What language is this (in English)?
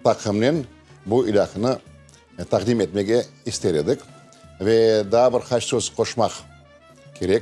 Crimean Tatar